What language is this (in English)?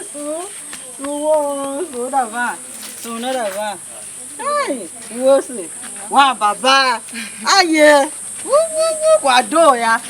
Tiv